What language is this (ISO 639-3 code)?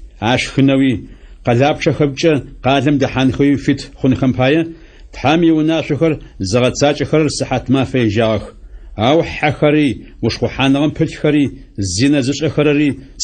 ady